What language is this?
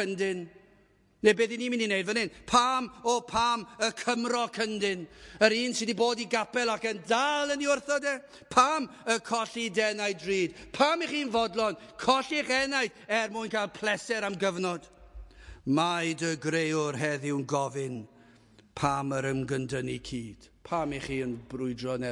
Welsh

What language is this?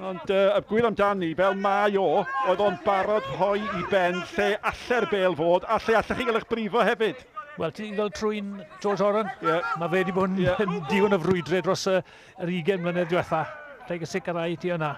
Welsh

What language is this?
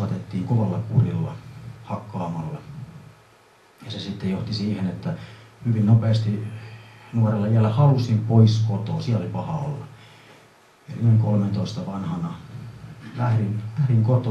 Finnish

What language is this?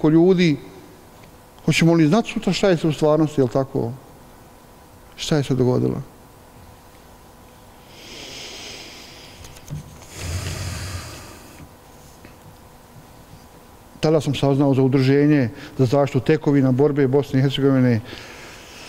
Bosnian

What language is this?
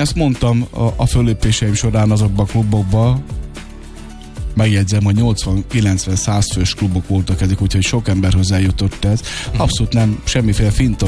Hungarian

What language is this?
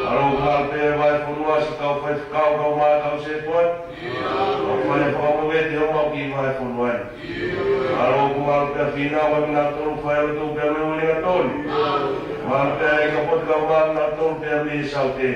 Tongan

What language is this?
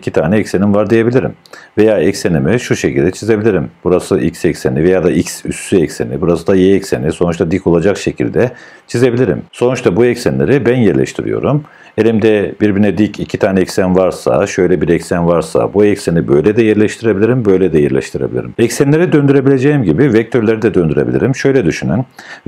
Turkish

